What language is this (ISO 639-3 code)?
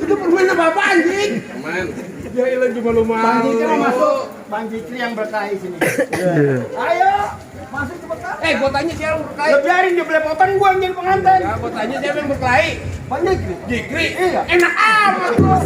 bew